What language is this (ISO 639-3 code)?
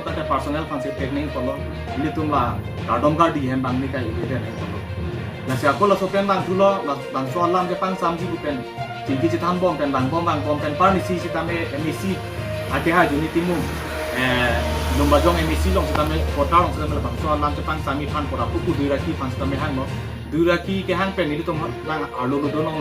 mjw